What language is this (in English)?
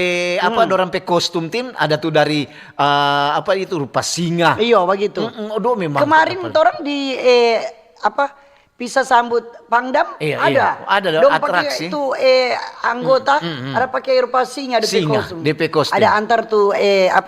Manado Malay